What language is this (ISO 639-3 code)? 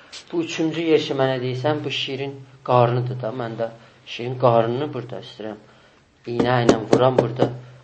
azb